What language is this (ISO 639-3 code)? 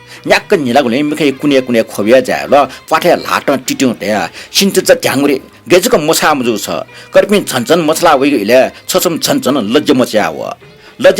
new